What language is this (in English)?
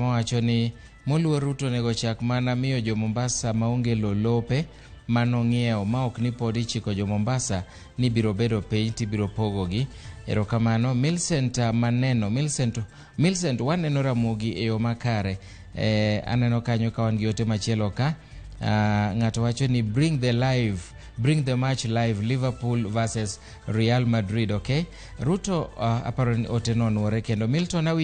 Luo (Kenya and Tanzania)